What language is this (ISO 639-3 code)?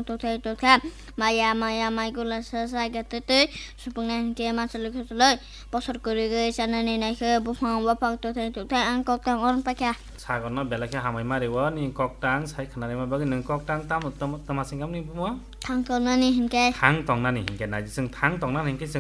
trp